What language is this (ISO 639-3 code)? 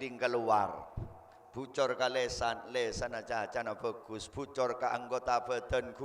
mad